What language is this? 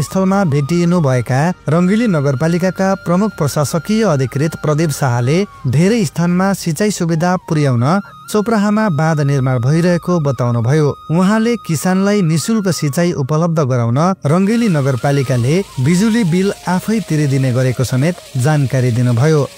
Nepali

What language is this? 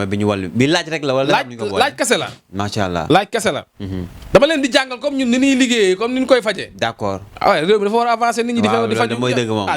Wolof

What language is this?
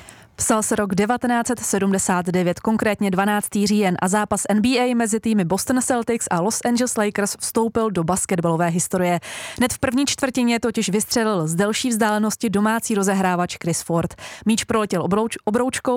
Czech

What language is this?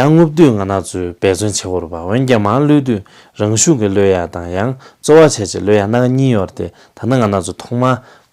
Tibetan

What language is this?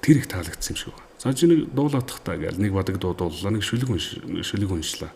Mongolian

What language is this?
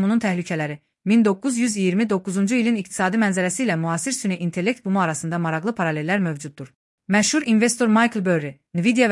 Azerbaijani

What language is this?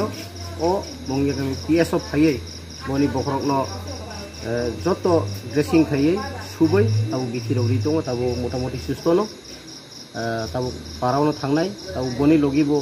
Riang (India)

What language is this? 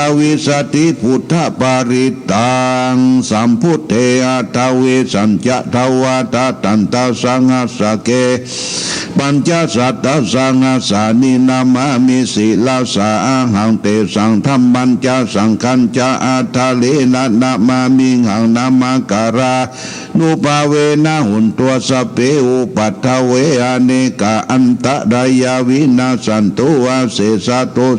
Pali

